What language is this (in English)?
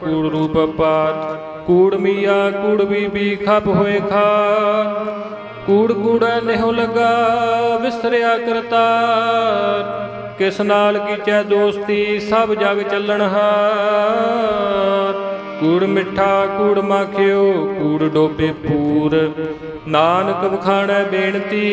Punjabi